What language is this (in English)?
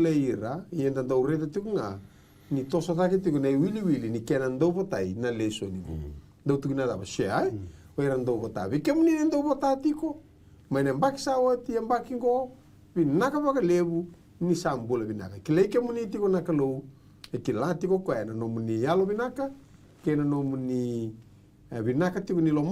Fijian